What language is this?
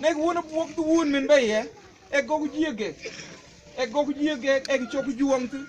Mabaan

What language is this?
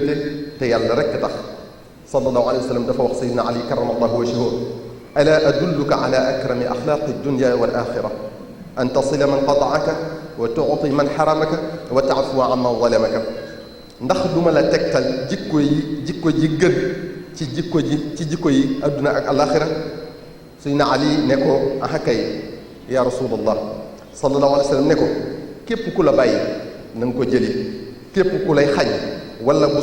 Wolof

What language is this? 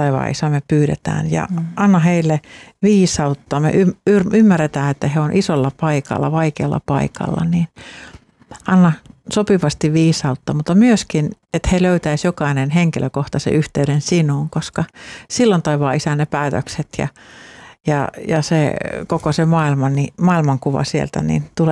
Finnish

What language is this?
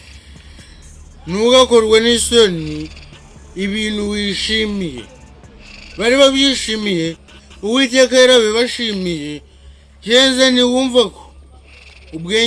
Kinyarwanda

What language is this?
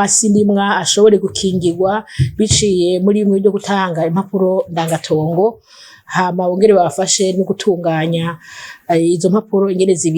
Rundi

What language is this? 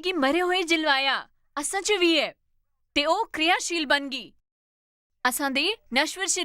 Dogri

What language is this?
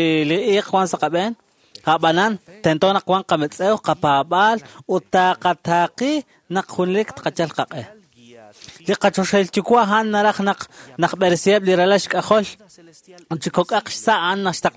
Kekchí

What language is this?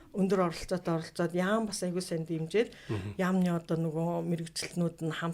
Mongolian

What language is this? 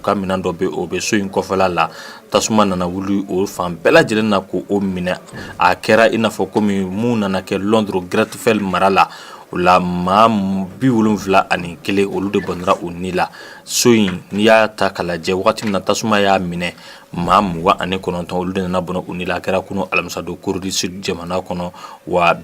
Bambara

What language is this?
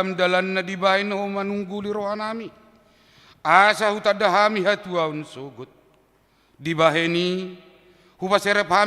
Batak Toba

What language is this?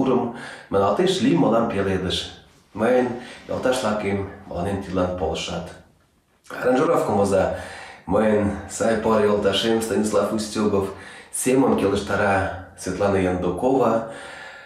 Mari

